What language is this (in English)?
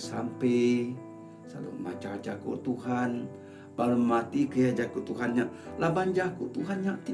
Iban